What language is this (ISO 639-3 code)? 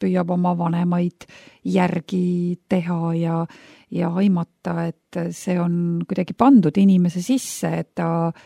est